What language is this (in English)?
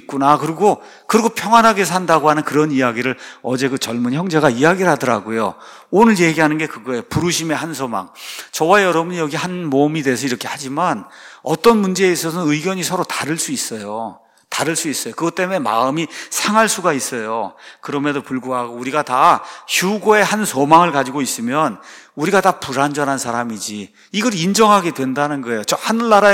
Korean